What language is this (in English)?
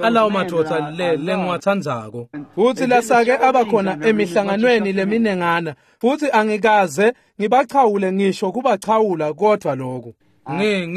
Swati